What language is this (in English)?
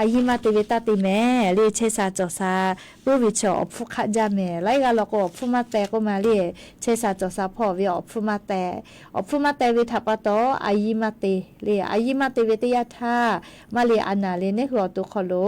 Lahu